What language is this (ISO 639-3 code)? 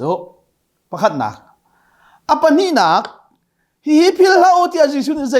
cnh